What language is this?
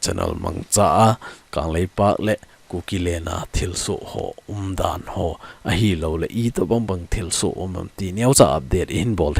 Thado Chin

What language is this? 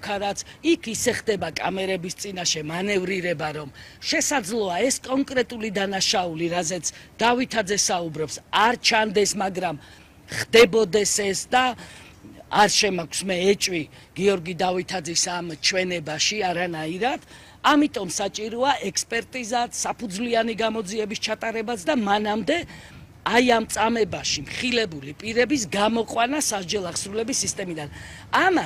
Georgian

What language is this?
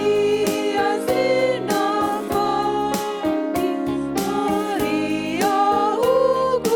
Batak Karo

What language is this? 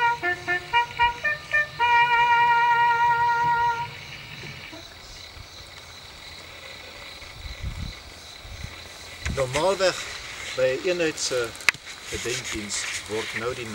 Afrikaans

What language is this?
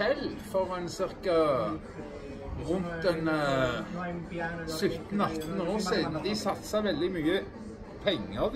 Norwegian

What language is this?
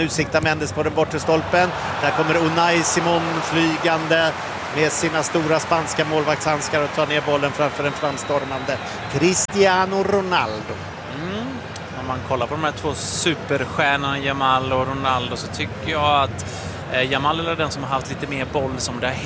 Swedish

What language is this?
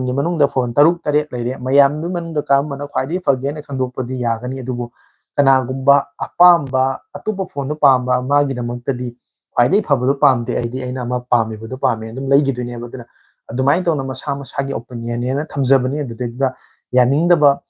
Manipuri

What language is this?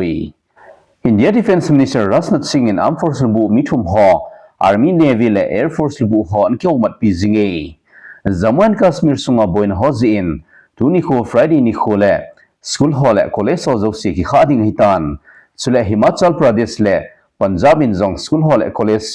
Thado Chin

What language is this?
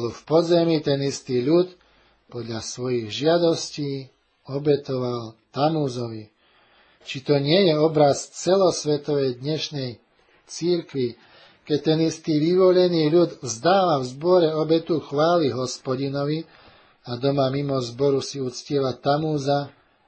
Slovak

